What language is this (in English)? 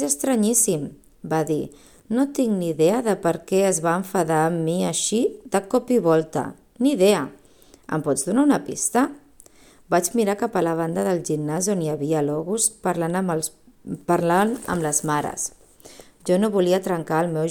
Catalan